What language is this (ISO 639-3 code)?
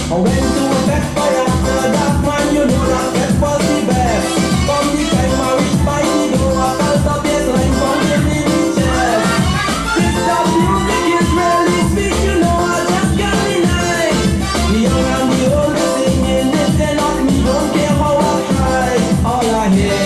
smo